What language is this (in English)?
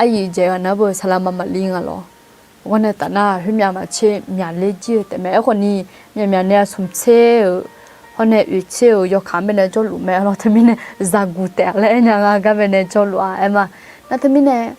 Akha